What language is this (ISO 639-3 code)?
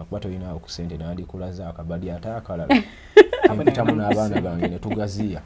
lug